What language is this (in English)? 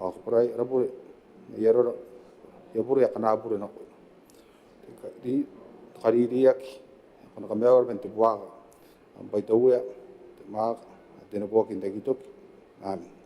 Gilbertese